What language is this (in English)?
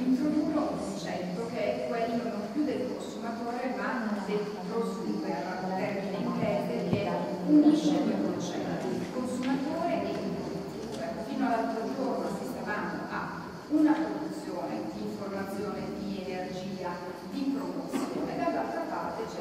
Italian